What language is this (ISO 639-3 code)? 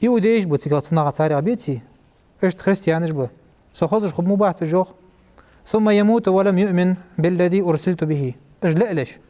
inh